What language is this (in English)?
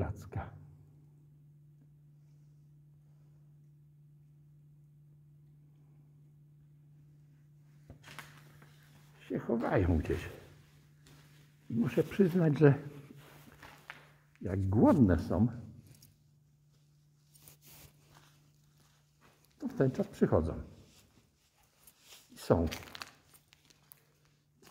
Polish